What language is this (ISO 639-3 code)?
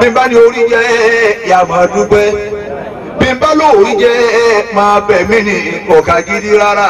yor